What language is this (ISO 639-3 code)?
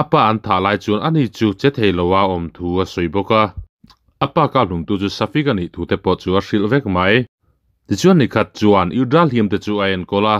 lus